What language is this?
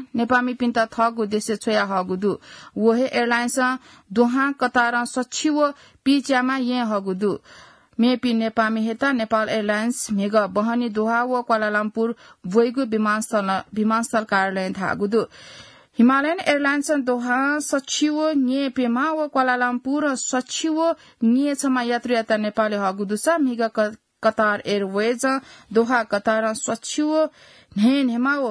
Newari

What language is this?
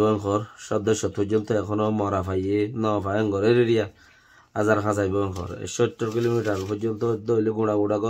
Rohingya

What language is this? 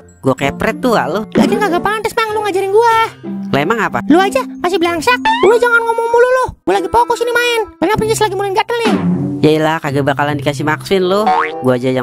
Betawi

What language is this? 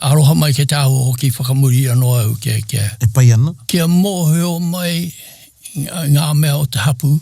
Māori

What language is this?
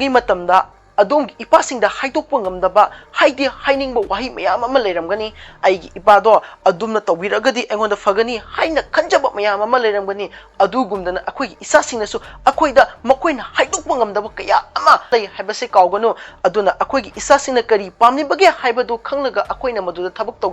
Manipuri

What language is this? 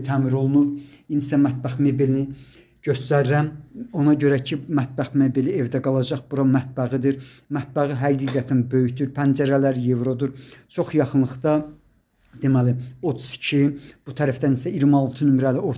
Azerbaijani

